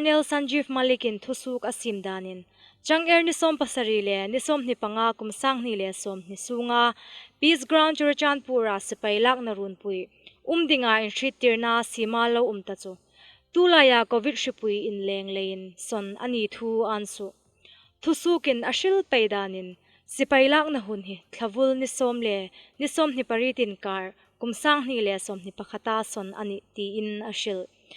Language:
Hmar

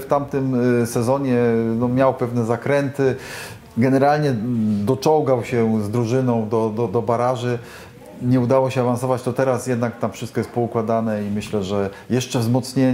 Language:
Polish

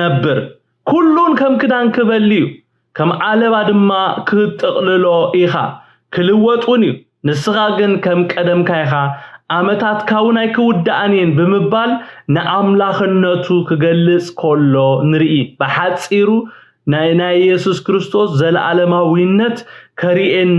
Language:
Tigrinya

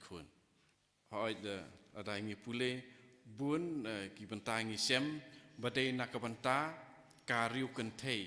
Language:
Khasi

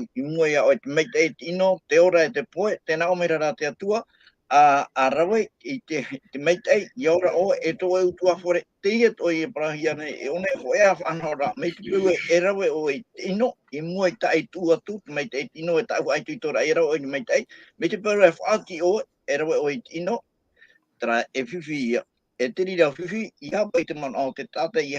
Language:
Tahitian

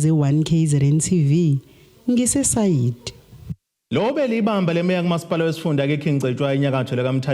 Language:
Zulu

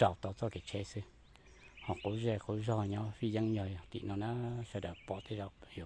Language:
Hmong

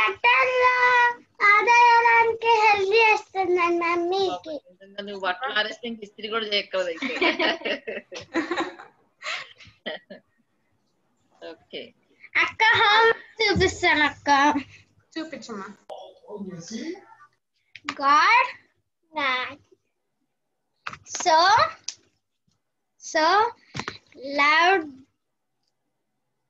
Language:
Telugu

